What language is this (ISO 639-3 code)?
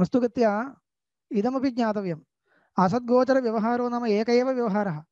san